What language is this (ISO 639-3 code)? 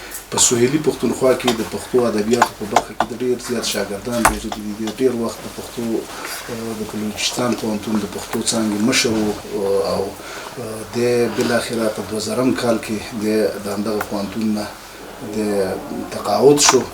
pus